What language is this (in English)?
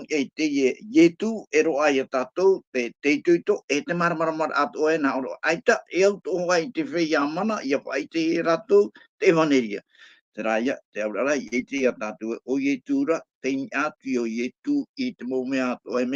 Tahitian